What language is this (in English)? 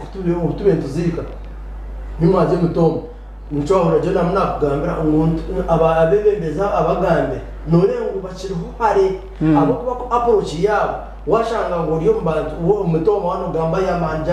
Nyankole